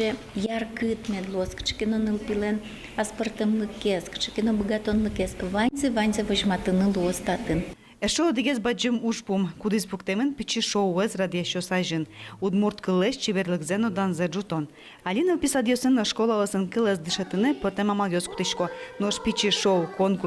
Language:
Udmurt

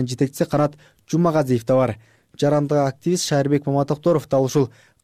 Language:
Kyrgyz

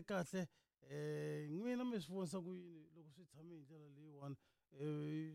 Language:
Tsonga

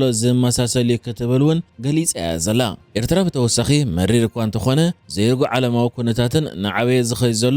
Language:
Tigrinya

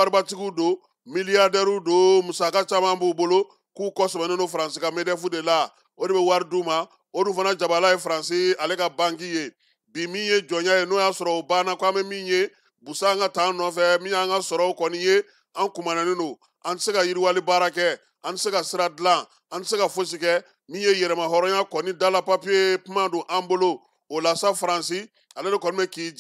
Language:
Bambara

